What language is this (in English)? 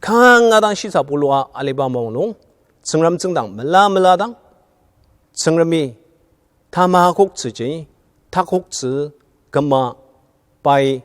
Ao Naga